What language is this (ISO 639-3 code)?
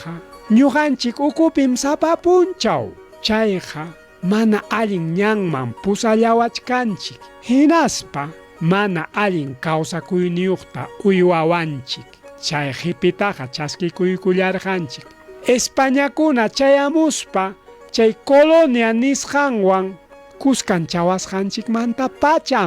quy